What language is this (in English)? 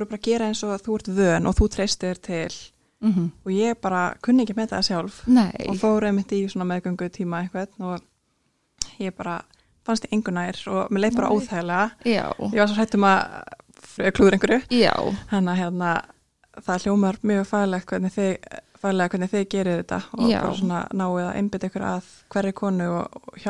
Icelandic